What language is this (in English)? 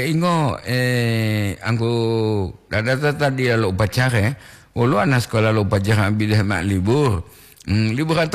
Gorontalo